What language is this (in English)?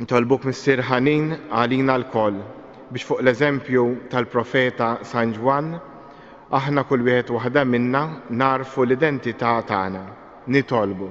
Maltese